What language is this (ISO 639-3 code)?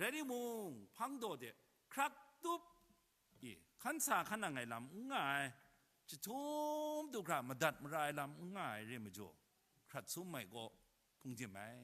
kac